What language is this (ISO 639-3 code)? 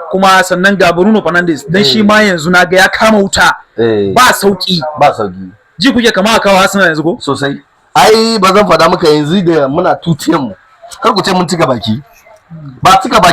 hau